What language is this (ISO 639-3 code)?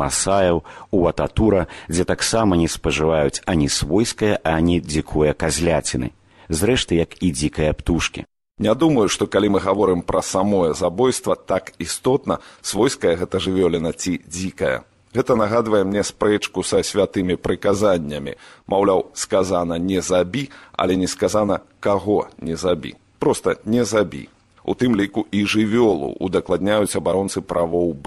bel